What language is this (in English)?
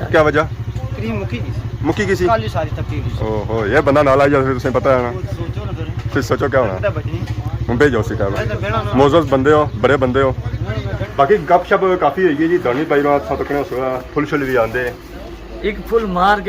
Pahari-Potwari